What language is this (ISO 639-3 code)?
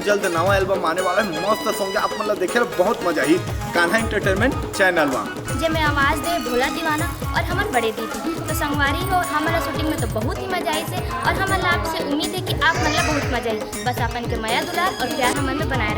hne